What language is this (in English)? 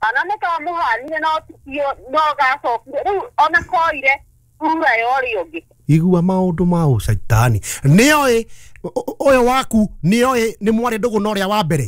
Kikuyu